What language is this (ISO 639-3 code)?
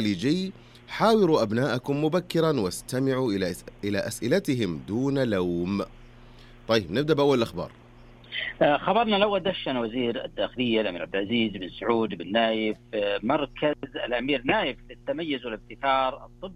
ara